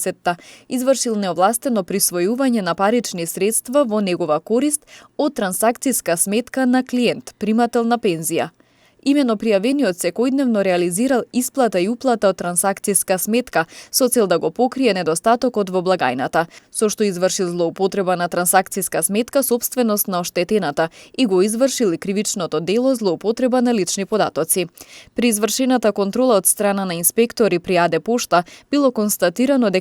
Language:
Macedonian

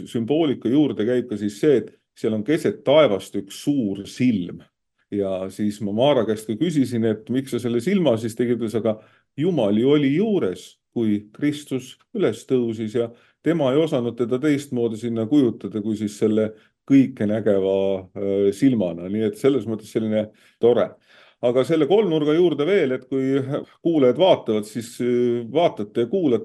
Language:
Estonian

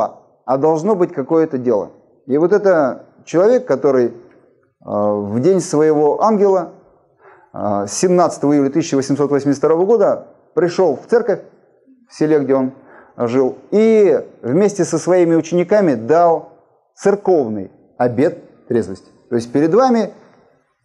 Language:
Russian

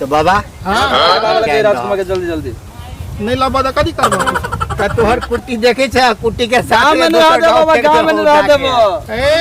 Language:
Maithili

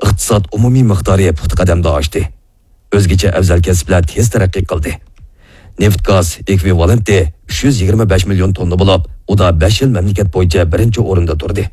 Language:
Uyghur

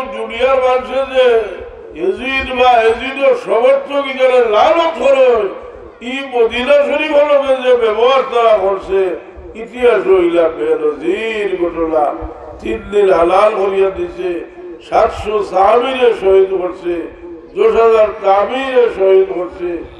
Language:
Sylheti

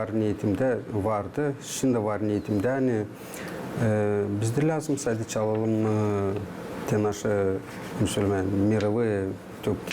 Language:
Gagauz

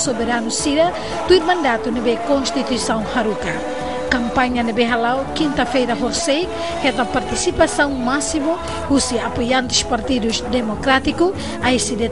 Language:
Tetum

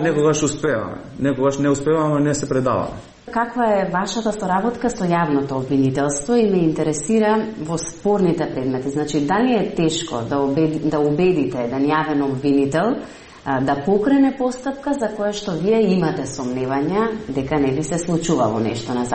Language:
Macedonian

